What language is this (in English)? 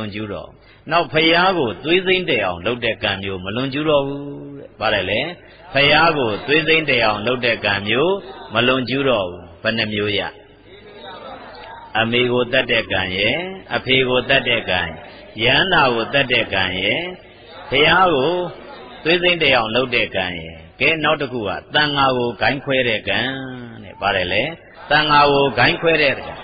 Burmese